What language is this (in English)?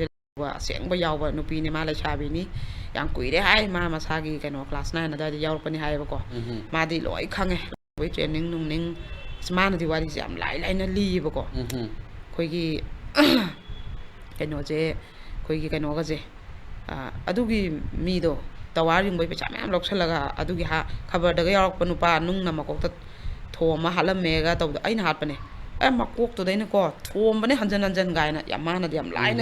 Manipuri